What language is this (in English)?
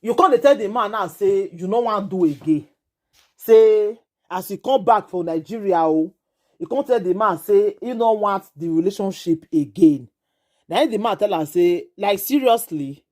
Nigerian Pidgin